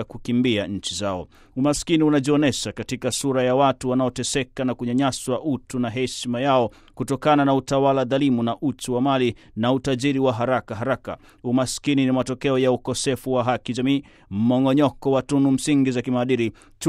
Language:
Swahili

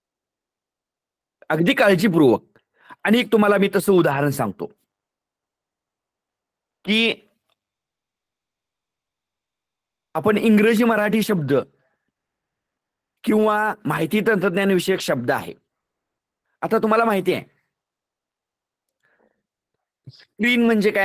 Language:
Marathi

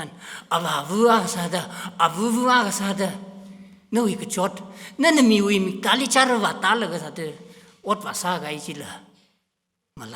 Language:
Tangkhul Naga (India)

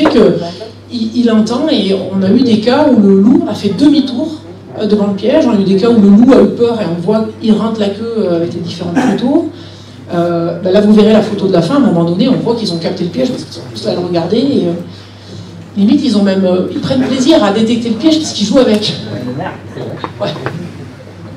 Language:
French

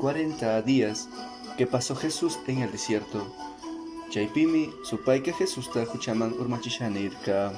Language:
Chimborazo Highland Quichua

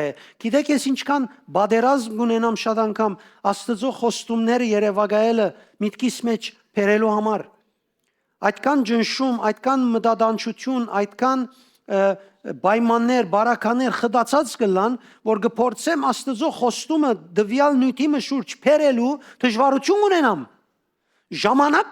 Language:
Western Armenian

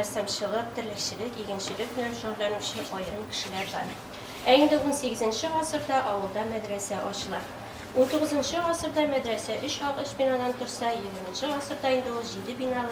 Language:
Tatar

